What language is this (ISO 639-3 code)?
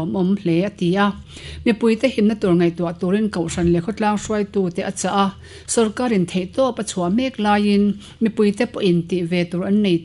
lus